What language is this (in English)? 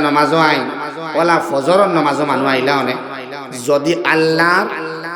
Sylheti